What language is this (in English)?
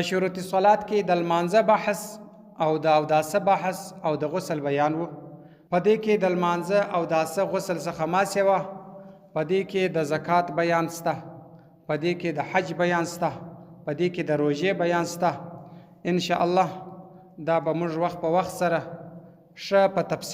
Pashto